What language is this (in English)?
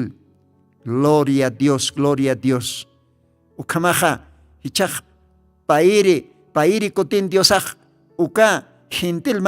Aymara